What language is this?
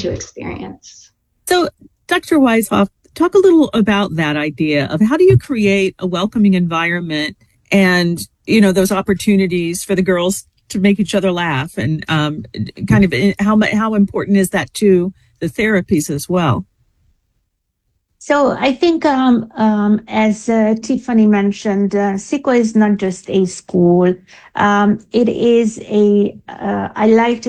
English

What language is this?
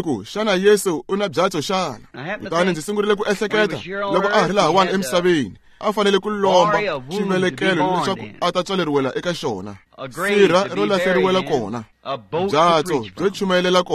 Tsonga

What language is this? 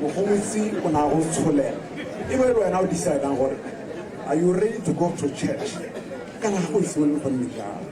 Tswana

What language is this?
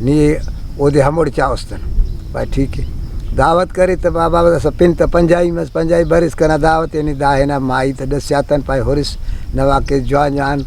Brahui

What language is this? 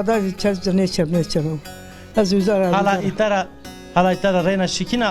Zaza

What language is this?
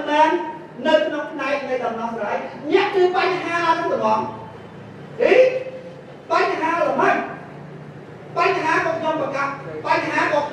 Khmer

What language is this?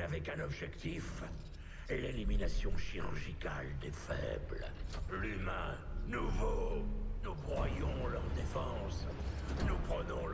French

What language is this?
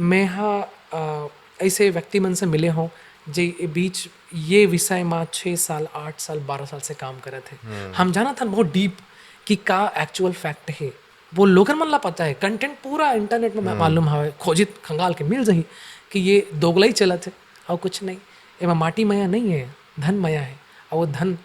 Chhattisgarhi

